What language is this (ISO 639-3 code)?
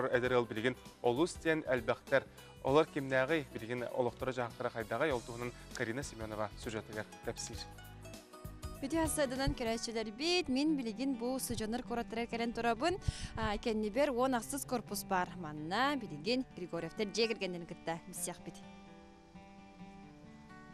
sah